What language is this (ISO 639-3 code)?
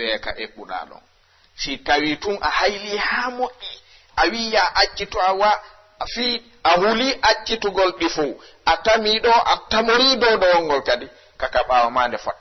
ful